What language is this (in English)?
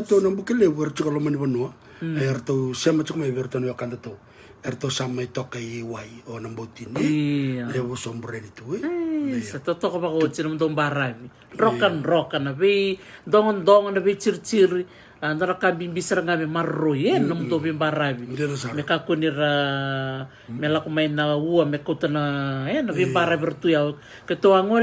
Fijian